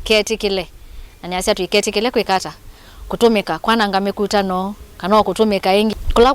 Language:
Kamba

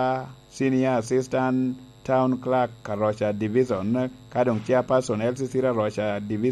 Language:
Lango (Uganda)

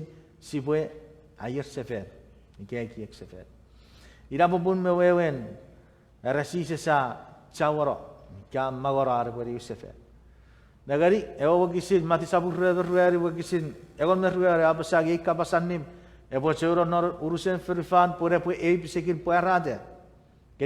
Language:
Chuukese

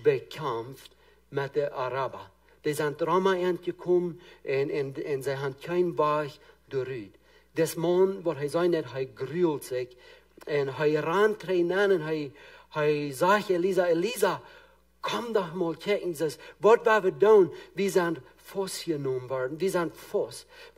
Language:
Plautdietsch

